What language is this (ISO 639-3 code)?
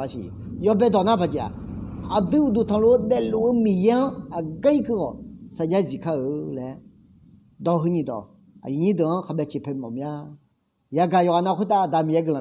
ahk